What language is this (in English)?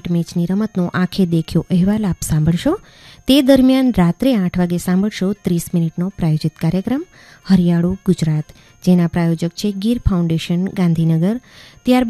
Gujarati